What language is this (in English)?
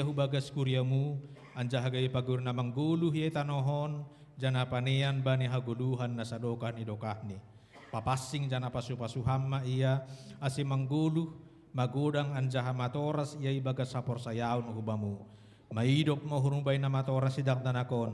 Batak Simalungun